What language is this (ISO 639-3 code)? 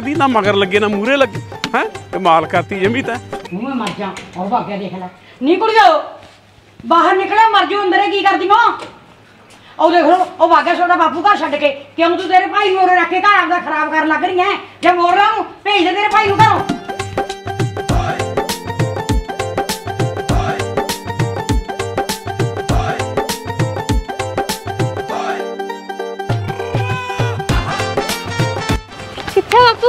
pan